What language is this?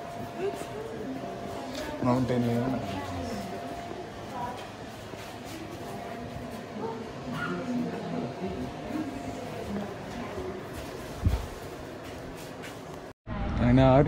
Malayalam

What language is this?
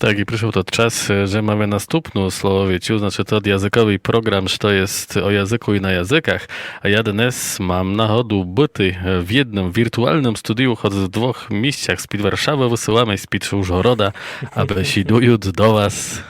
Rusyn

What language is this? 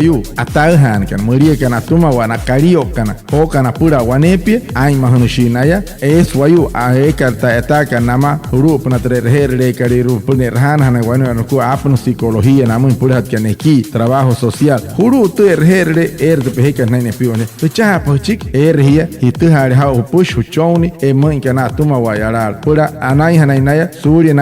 Wayuu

